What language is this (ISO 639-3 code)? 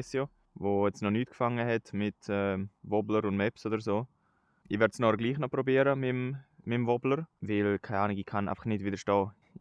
gsw